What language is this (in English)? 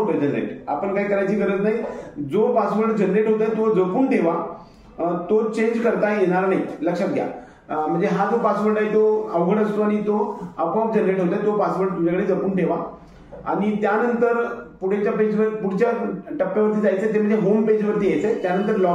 Marathi